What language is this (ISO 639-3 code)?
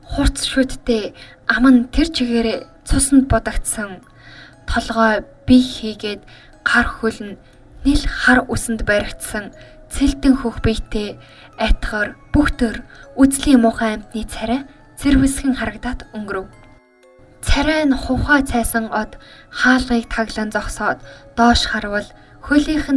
mon